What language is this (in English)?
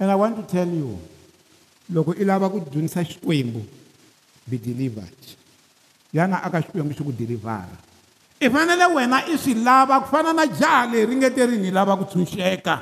Tsonga